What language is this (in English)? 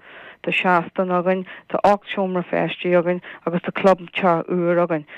Irish